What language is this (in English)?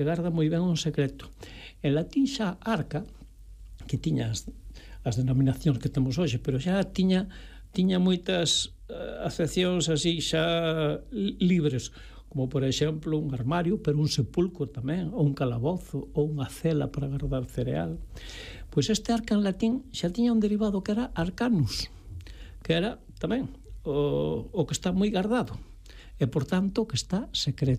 Galician